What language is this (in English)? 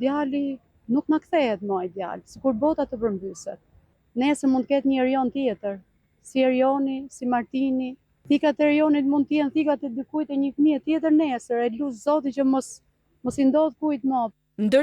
Albanian